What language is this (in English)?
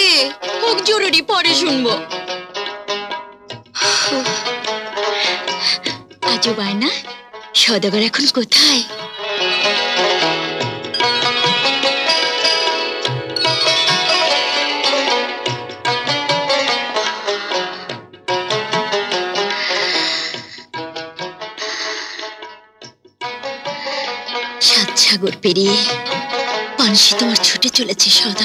Bangla